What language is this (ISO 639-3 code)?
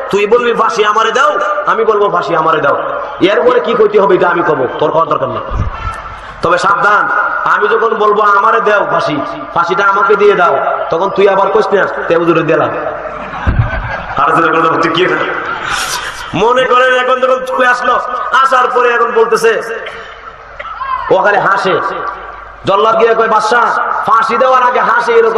ben